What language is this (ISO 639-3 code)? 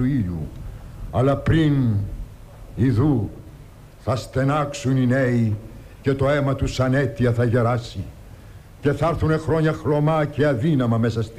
ell